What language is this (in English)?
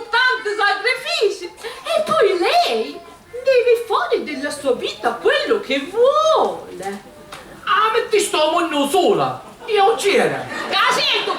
Sicilian